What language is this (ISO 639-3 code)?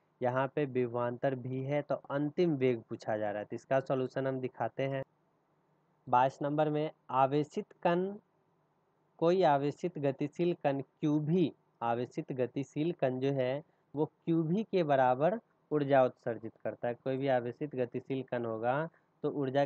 hin